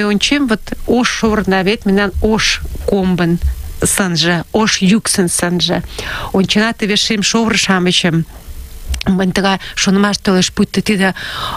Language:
Mari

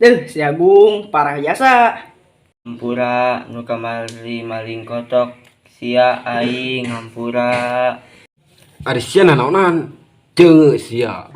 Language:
Sundanese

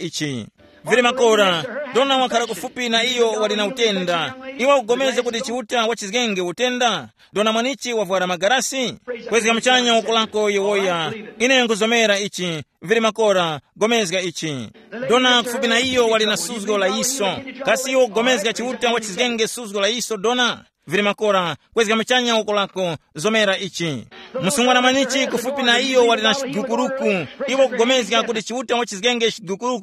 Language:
Tumbuka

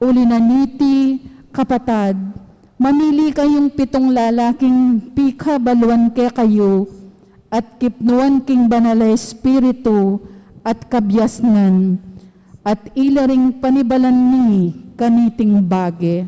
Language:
Pampanga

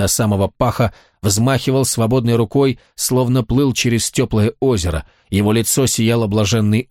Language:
Russian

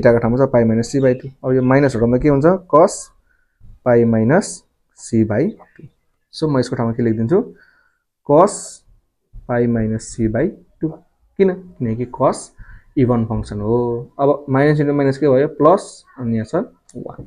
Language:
Nepali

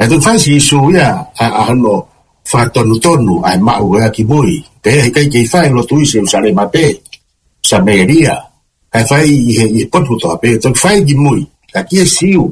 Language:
Tongan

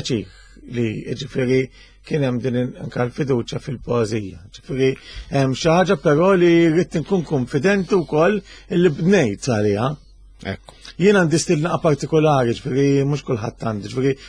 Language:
Maltese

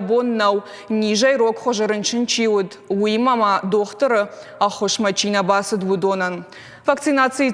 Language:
Ossetic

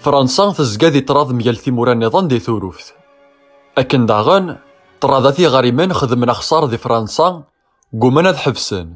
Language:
Kabyle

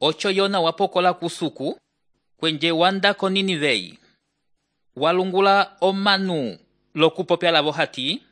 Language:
Umbundu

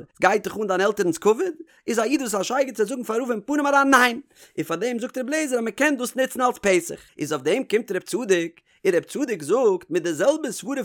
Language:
Yiddish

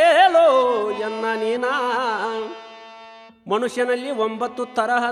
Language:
Kannada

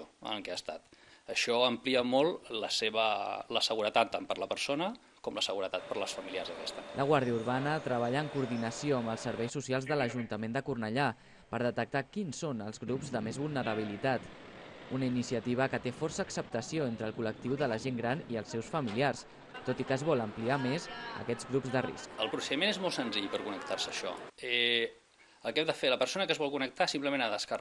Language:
Catalan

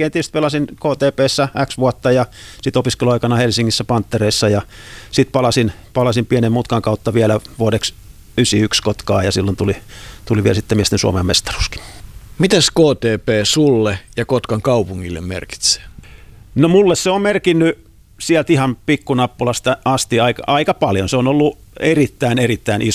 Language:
Finnish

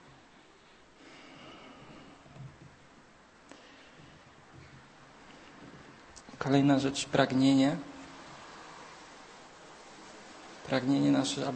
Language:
Polish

